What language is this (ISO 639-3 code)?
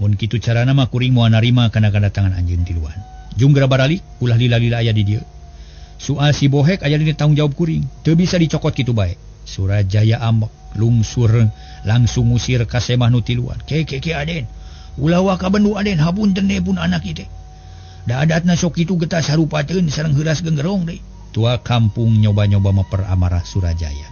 sun